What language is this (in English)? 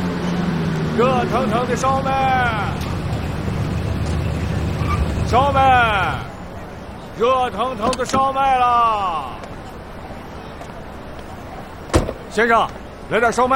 Chinese